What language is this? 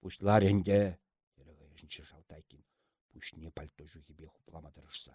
Chuvash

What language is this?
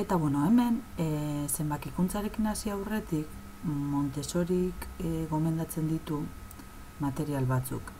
Basque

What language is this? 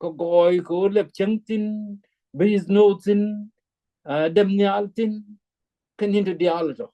Nuer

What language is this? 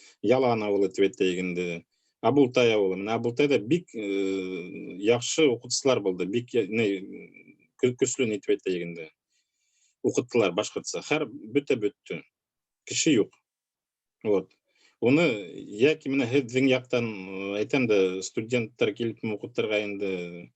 Bashkir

